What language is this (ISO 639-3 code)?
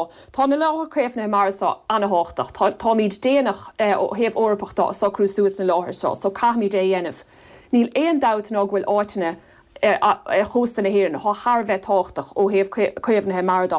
gle